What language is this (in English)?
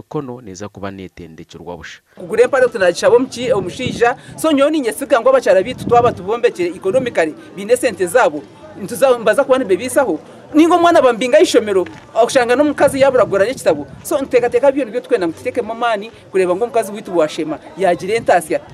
Nyankole